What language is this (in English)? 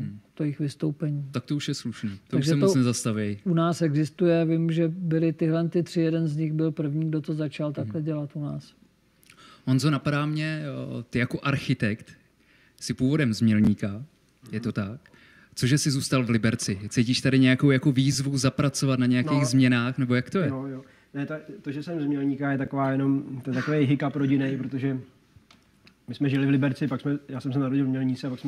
Czech